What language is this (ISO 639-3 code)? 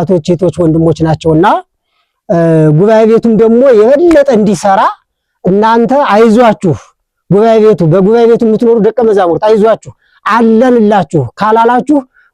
amh